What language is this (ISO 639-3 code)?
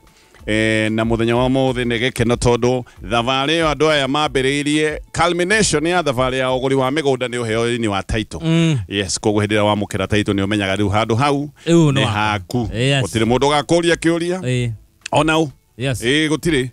kik